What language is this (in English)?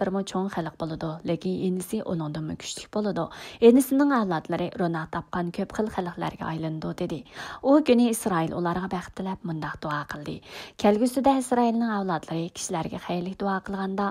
Uyghur